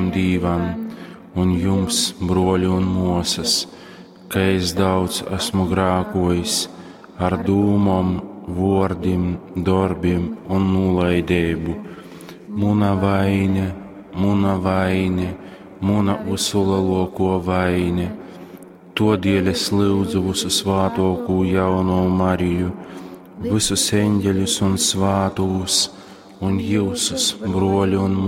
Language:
Latgalian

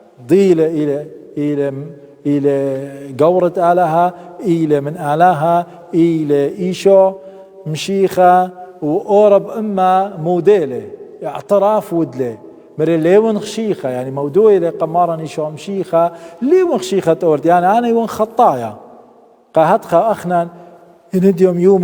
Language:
Assyrian Neo-Aramaic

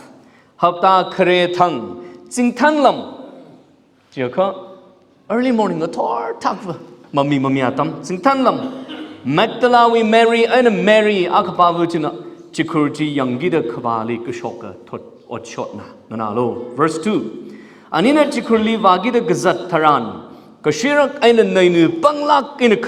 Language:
Tangkhul Naga (India)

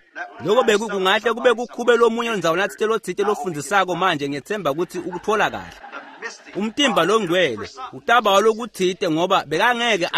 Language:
Swati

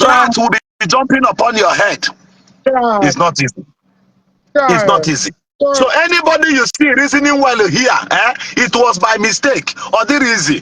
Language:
Igbo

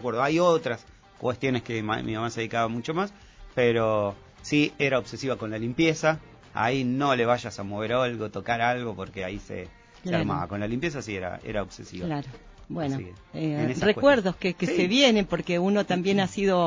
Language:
Spanish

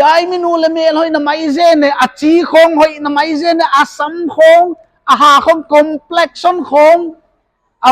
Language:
Paite Chin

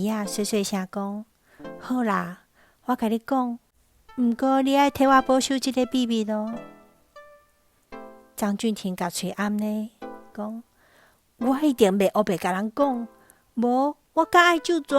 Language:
Min Nan Chinese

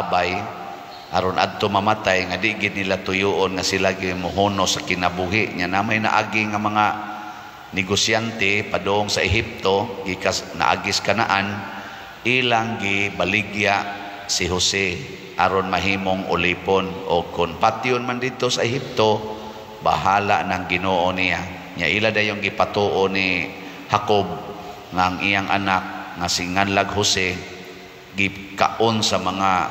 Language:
Cebuano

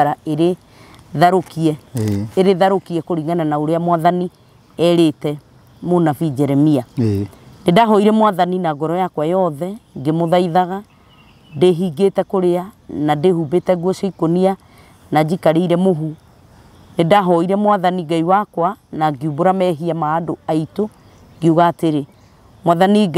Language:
Kikuyu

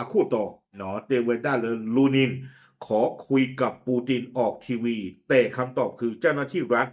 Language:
S'gaw Karen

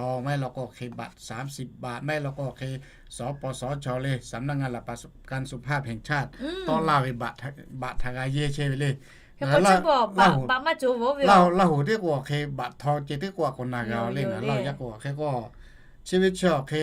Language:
Lahu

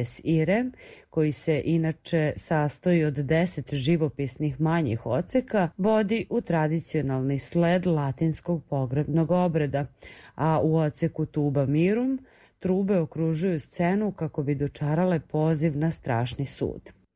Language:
Serbian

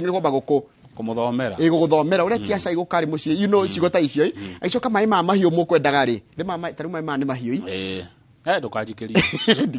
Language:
Kikuyu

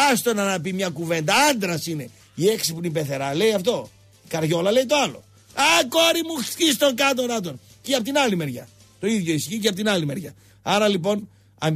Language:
Greek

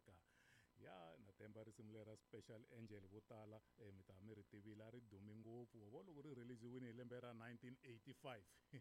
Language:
Tsonga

